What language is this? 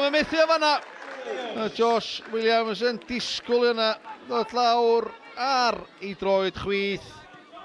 Welsh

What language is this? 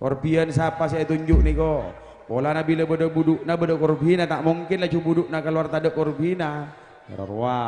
Madurese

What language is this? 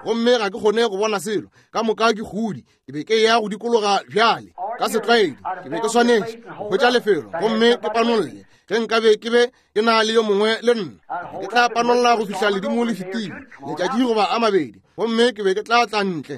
Northern Sotho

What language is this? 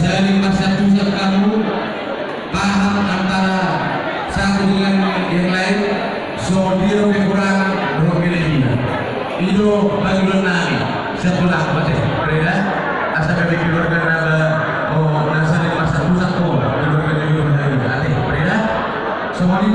Batak Toba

